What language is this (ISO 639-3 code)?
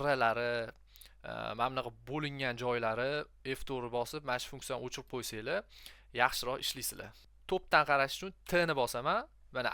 uzb